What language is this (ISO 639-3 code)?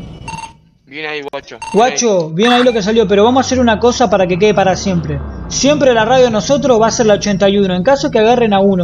spa